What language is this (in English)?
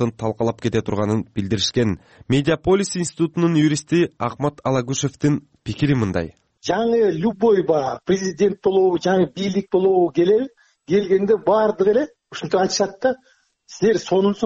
Kyrgyz